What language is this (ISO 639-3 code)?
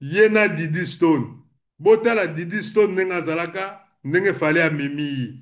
lin